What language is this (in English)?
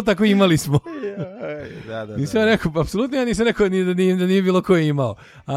Serbian